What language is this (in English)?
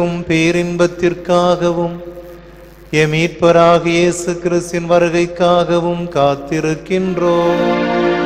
Tamil